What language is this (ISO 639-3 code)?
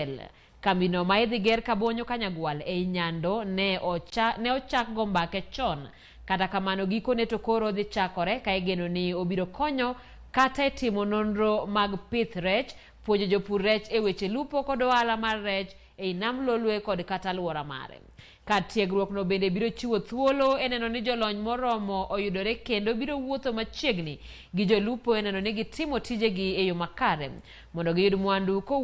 luo